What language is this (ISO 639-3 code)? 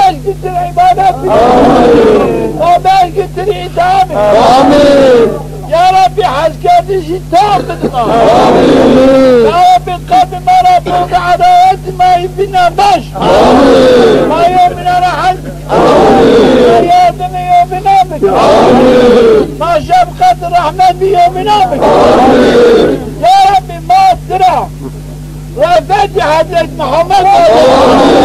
zza